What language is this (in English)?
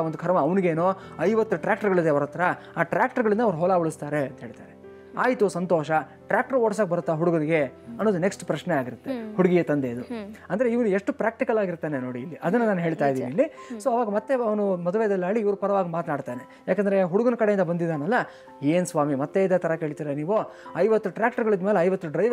Kannada